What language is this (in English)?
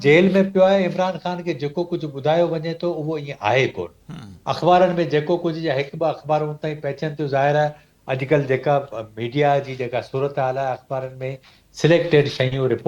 Sindhi